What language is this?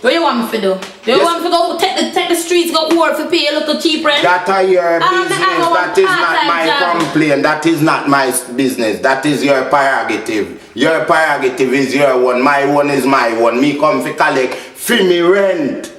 Jamaican Creole English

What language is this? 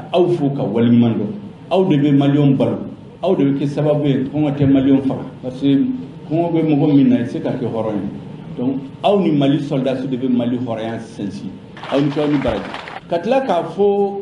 Bambara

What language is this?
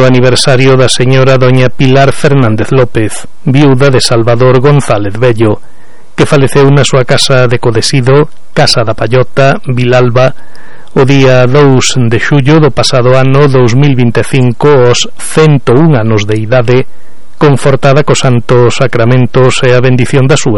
Galician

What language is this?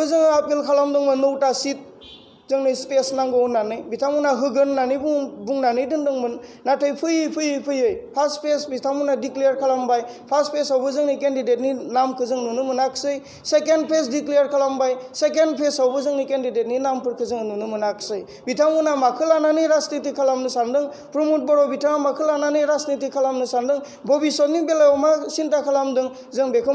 Bodo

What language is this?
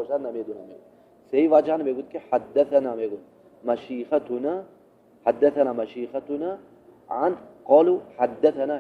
Tajik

